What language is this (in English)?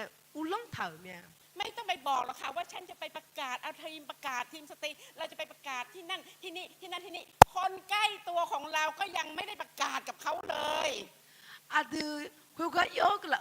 Akha